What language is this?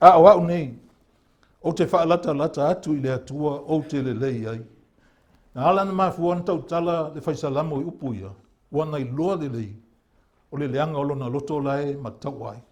Samoan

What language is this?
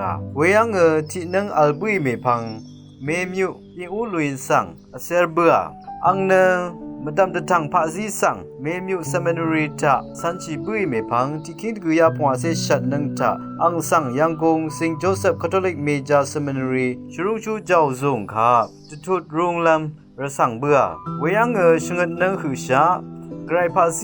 Rawang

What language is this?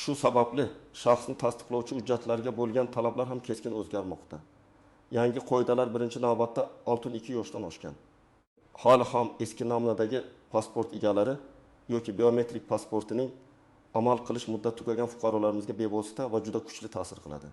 Uzbek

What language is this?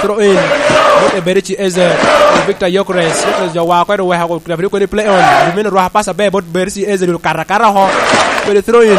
Lango (Uganda)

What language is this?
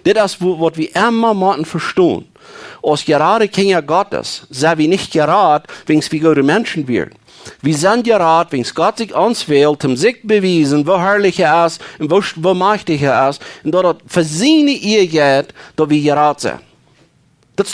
Plautdietsch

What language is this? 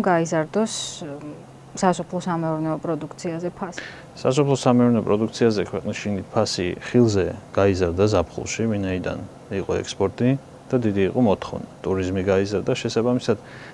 Georgian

